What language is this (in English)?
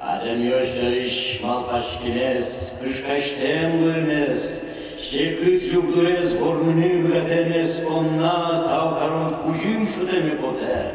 Udmurt